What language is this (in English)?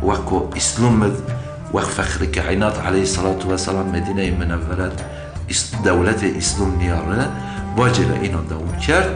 Zaza